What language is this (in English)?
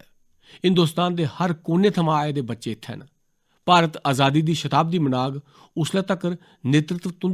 Dogri